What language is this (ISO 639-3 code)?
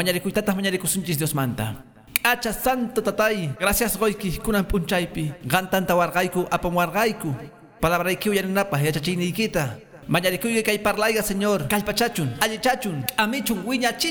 que